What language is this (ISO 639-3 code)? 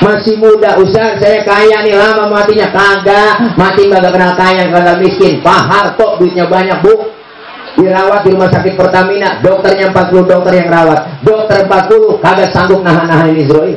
bew